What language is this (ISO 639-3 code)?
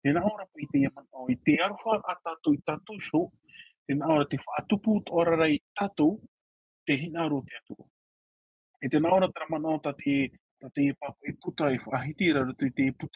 tah